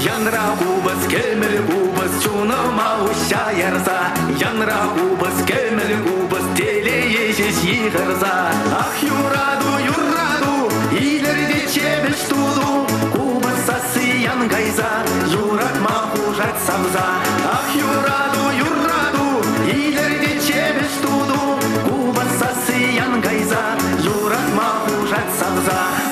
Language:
Chuvash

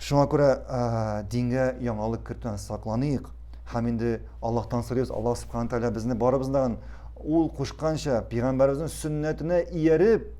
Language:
Tatar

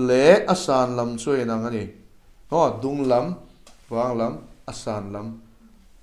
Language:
Mizo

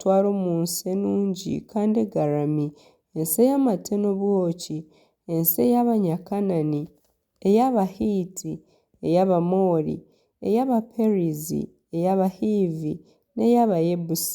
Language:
Nyankole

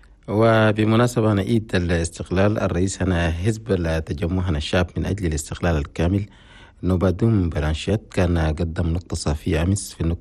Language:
Chadian Arabic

